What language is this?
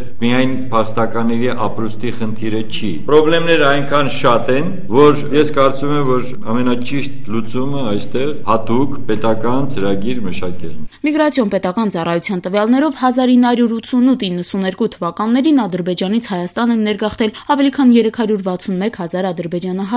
Armenian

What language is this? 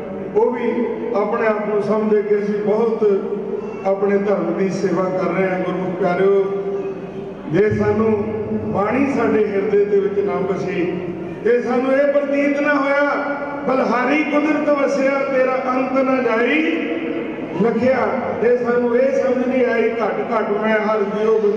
Punjabi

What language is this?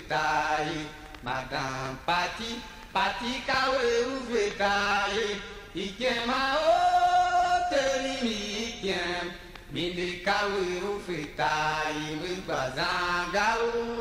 Tiv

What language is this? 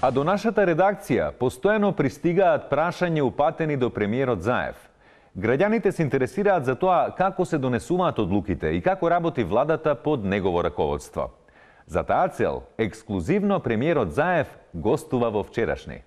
Macedonian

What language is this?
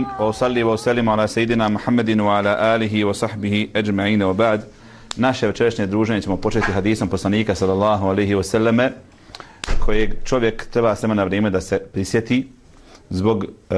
Bosnian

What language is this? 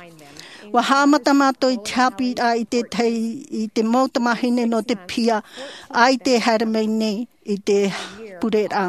Tahitian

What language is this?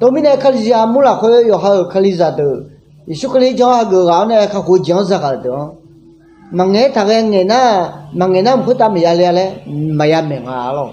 Akha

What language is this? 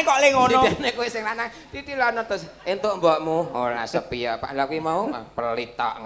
Javanese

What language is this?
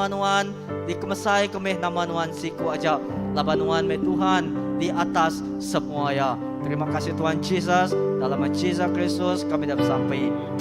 Iban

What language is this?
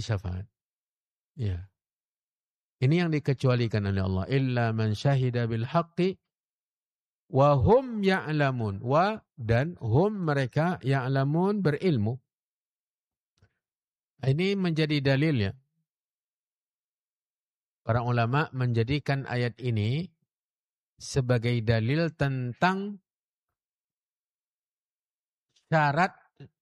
Indonesian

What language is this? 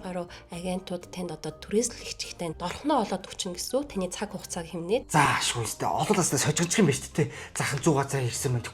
Mongolian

